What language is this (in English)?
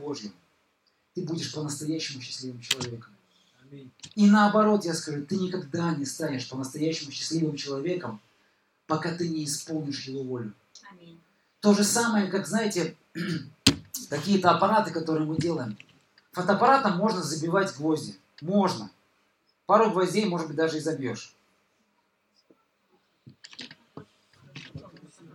Russian